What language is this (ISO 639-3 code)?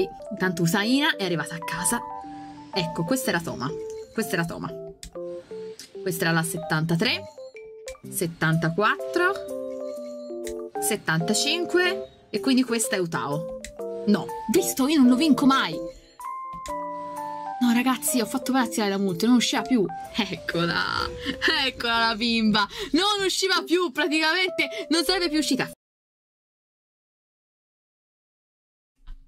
ita